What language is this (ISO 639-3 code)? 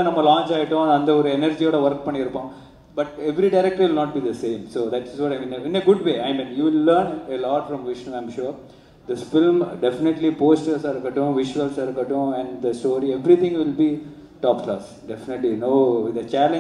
tam